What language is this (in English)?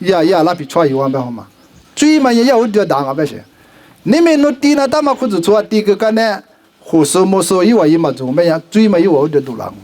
Lisu